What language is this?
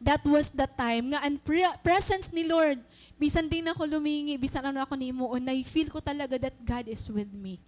Waray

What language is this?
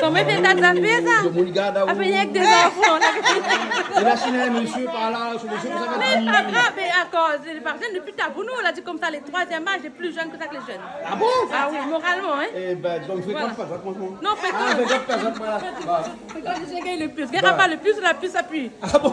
Réunion Creole French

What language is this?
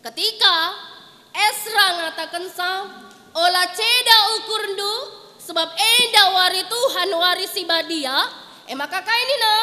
Batak Karo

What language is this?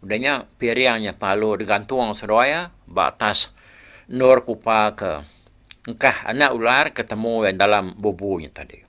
Iban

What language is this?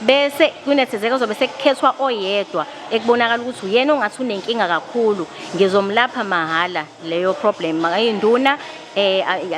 Zulu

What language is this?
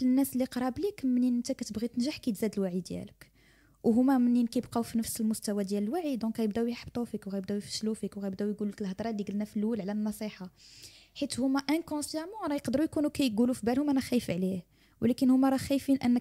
Moroccan Arabic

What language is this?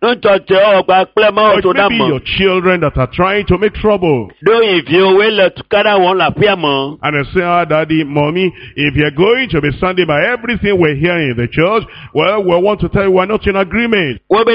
Ewe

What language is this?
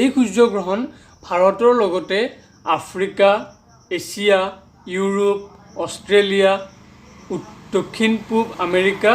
Assamese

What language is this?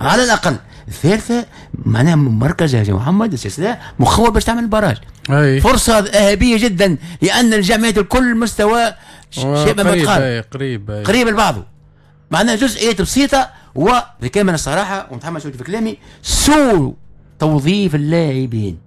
Tunisian Arabic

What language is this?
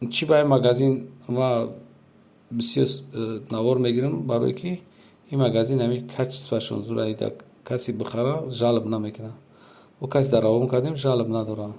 Tajik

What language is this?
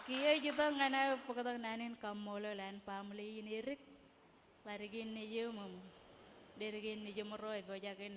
Marshallese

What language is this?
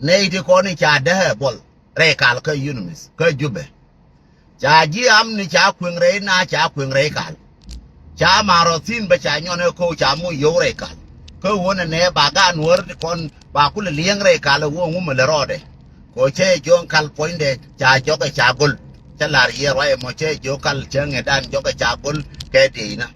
Nuer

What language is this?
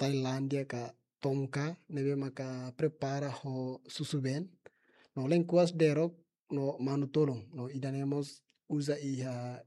Tetum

